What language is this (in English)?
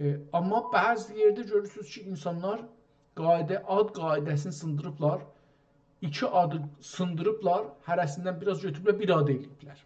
South Azerbaijani